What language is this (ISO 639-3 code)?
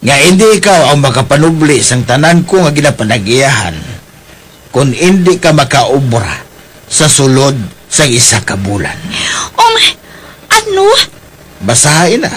hil